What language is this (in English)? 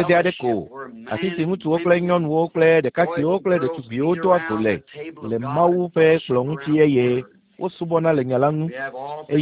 Ewe